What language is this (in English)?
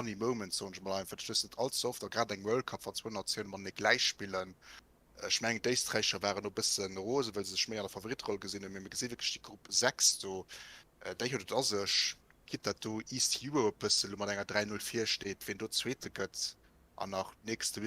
Luxembourgish